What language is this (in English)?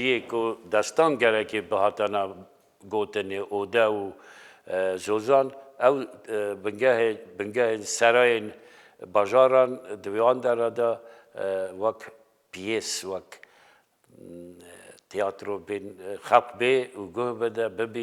Kurdish